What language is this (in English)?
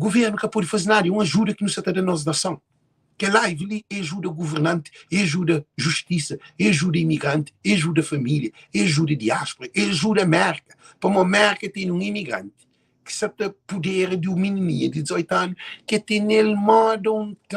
Kabuverdianu